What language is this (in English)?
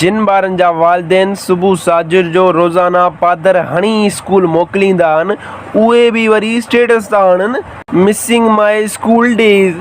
Sindhi